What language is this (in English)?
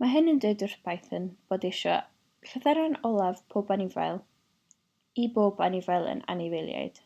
Welsh